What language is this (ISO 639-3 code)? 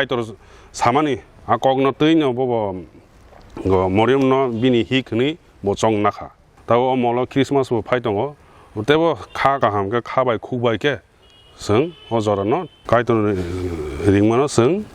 trp